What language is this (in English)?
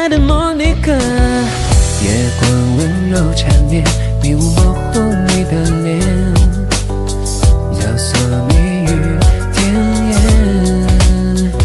Chinese